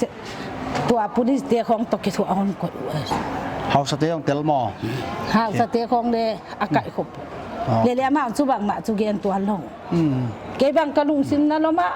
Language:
Paite Chin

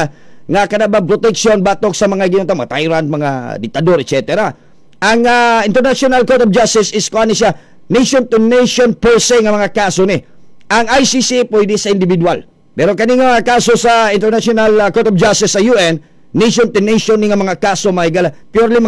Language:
Cebuano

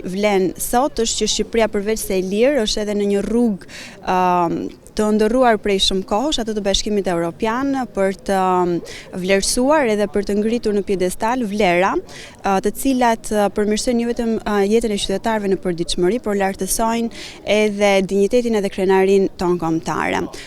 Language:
Albanian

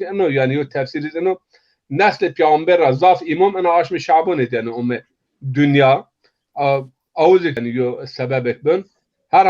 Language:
Zaza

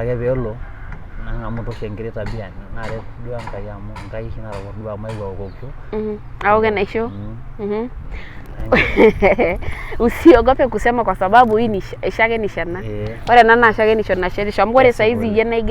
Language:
Masai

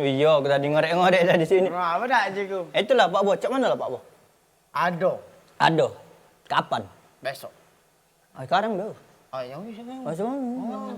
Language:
Musi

